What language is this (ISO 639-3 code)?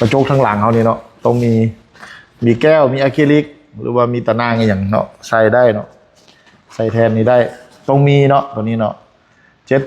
lao